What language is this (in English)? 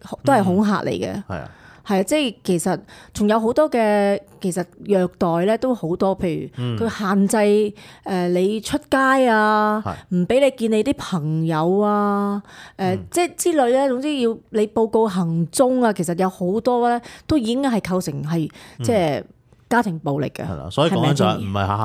Cantonese